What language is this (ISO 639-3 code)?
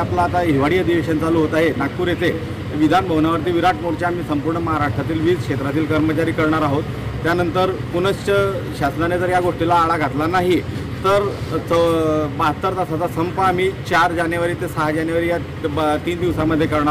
mar